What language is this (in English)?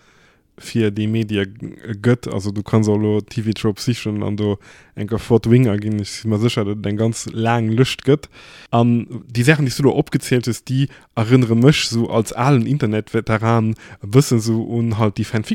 Luxembourgish